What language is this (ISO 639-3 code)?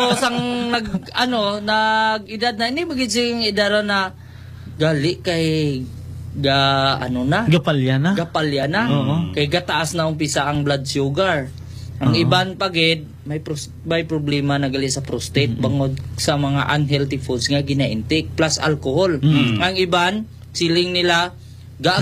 hil